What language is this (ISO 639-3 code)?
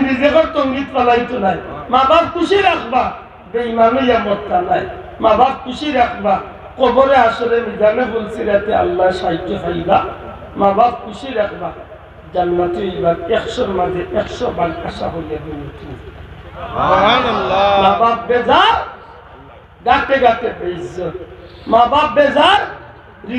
syl